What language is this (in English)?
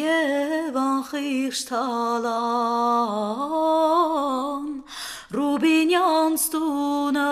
Armenian